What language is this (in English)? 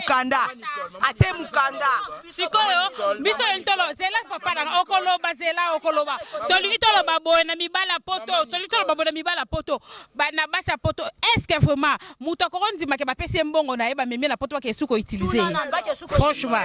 Lingala